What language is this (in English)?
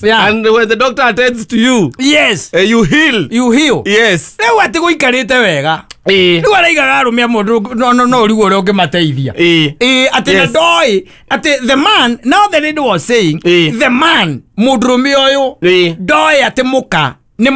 Kikuyu